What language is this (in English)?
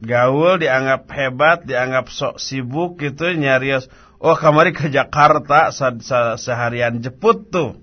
Sundanese